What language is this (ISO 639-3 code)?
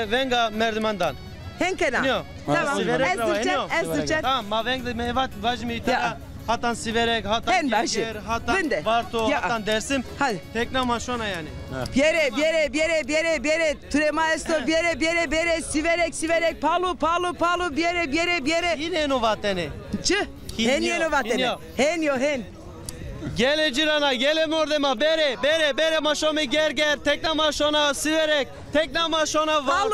zza